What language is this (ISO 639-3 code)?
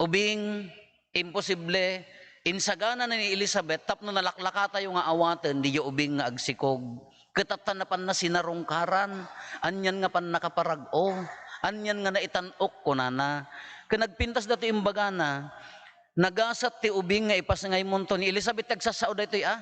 ilo